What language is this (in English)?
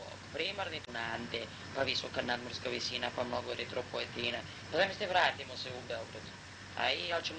Serbian